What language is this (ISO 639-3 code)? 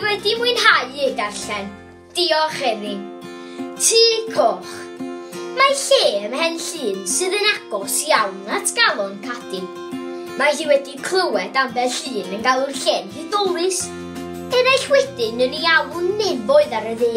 cym